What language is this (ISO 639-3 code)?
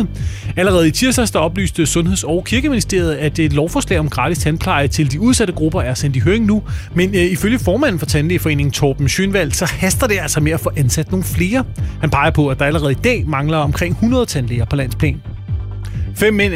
dan